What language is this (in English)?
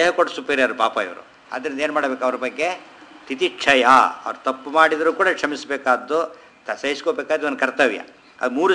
Kannada